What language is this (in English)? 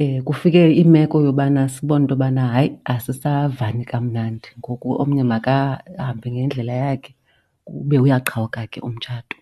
Xhosa